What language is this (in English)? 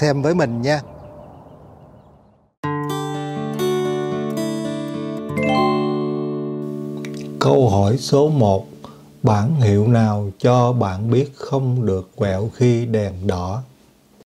Vietnamese